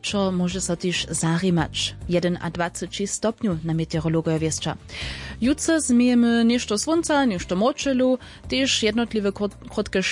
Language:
Upper Sorbian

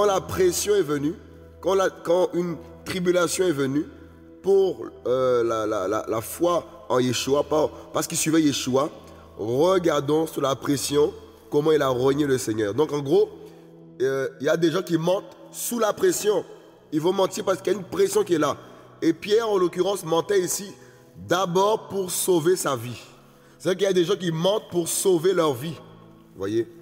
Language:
French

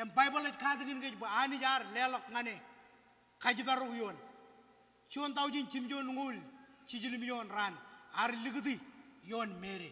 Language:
Marshallese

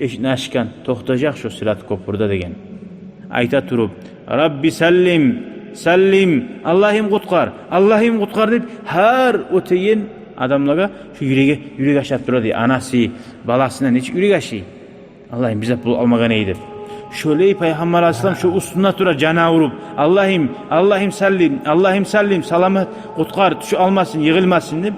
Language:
Kumyk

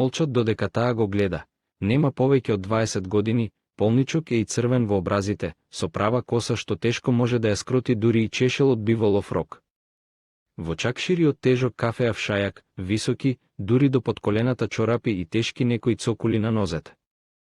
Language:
Macedonian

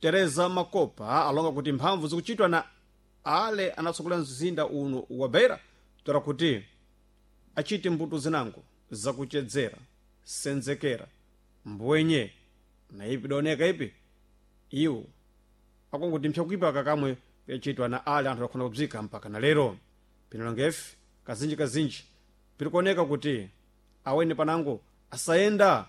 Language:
Sena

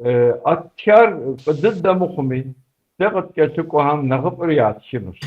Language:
Kabardian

